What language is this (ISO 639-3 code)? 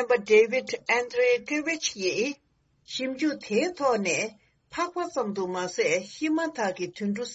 bod